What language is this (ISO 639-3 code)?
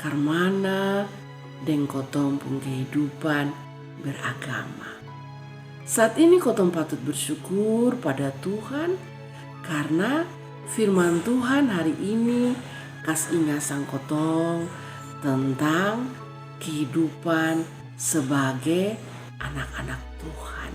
mkn